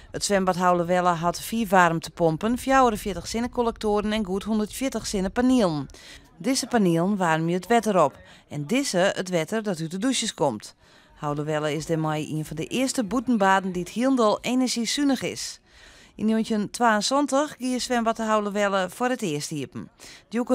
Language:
Western Frisian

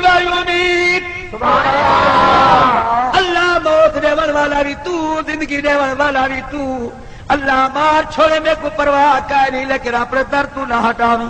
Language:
Saraiki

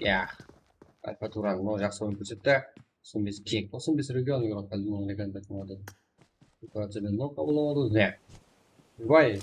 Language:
Kara-Kalpak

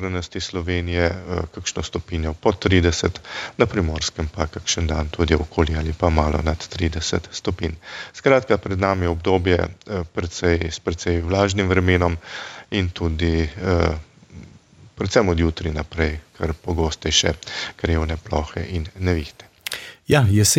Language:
Slovenian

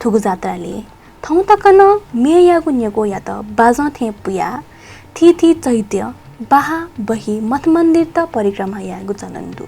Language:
Newari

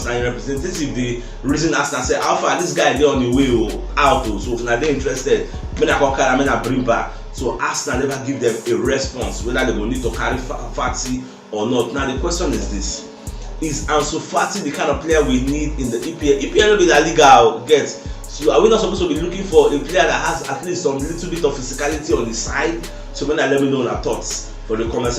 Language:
Nigerian Pidgin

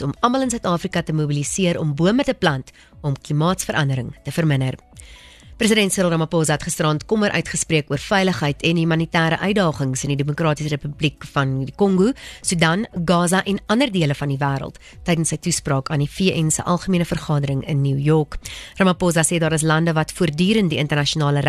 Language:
Afrikaans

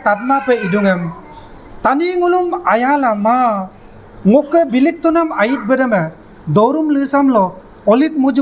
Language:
Adi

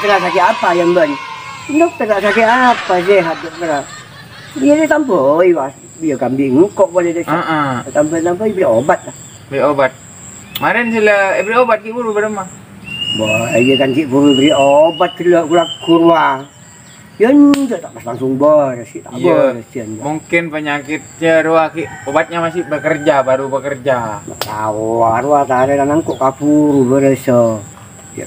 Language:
Madurese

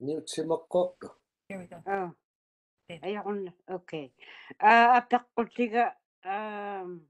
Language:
Māori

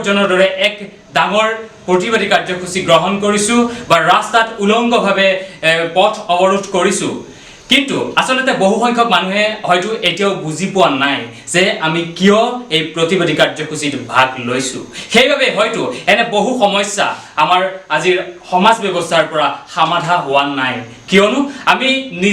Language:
Assamese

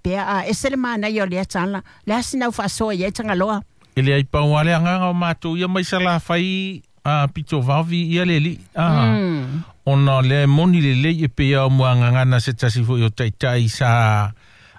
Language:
Samoan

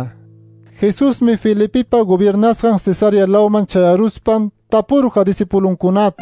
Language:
Quechua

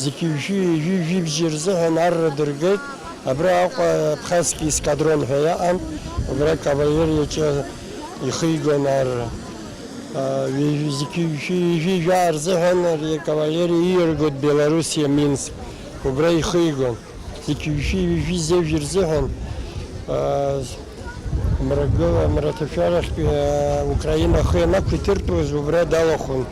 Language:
Abkhazian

